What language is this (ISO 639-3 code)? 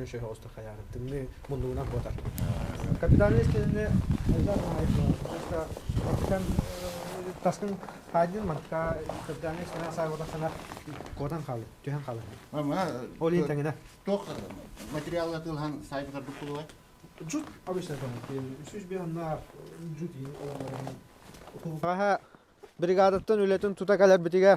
sah